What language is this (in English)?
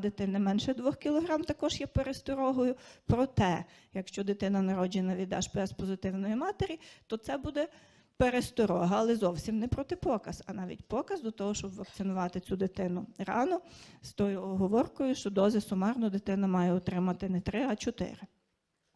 Ukrainian